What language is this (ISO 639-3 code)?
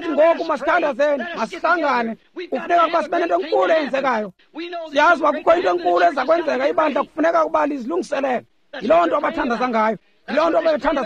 xho